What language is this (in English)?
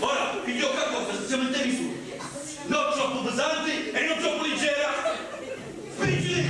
Sicilian